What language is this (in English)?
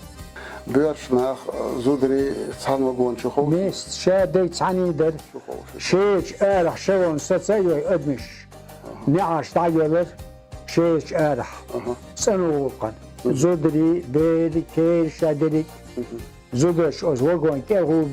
Chechen